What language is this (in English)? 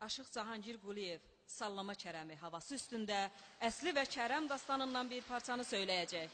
South Azerbaijani